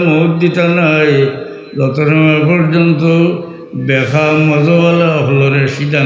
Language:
Sylheti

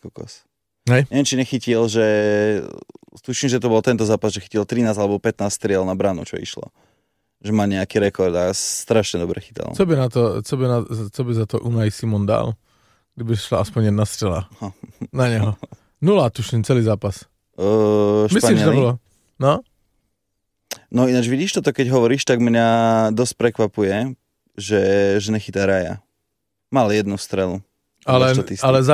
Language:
Slovak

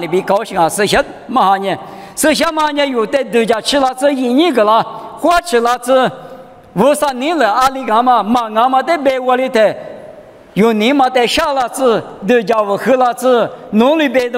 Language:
Lisu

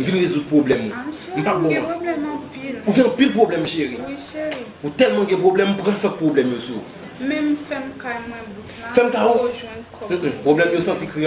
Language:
Haitian Creole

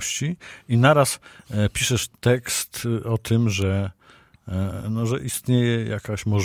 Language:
Polish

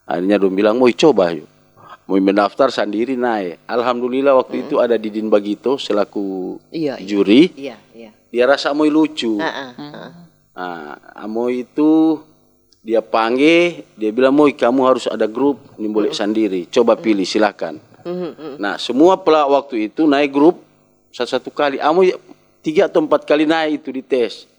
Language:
Manado Malay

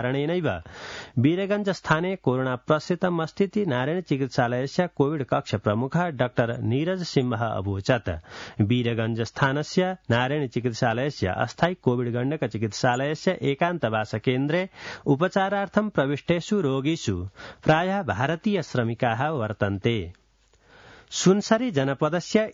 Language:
Sanskrit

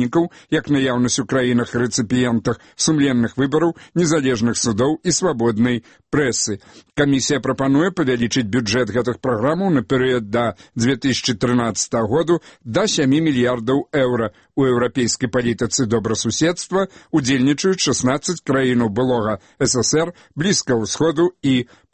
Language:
Belarusian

